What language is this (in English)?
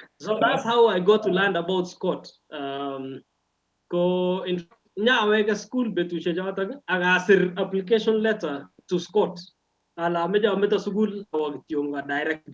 Kalenjin